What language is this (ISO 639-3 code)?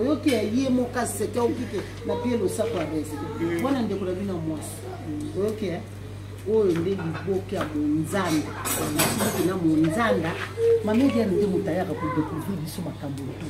lin